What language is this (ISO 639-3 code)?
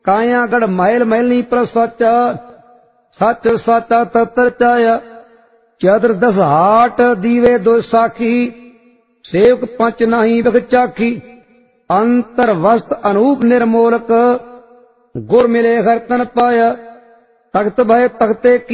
pan